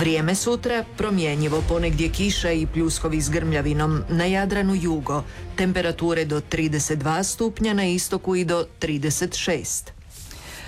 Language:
Croatian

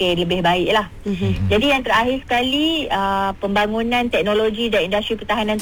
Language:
Malay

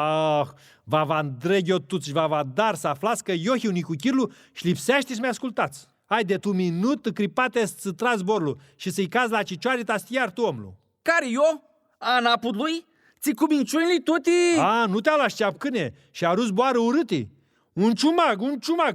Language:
Aromanian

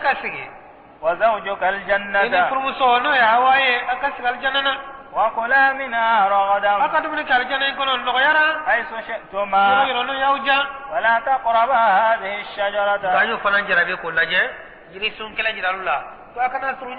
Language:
Bambara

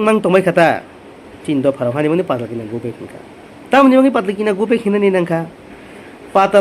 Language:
Kok Borok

